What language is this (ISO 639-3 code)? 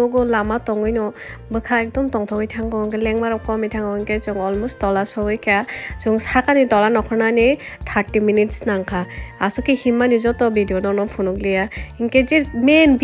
trp